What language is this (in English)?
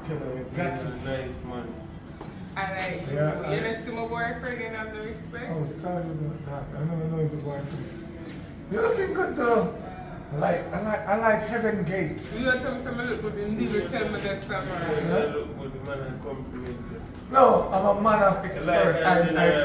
Jamaican Creole English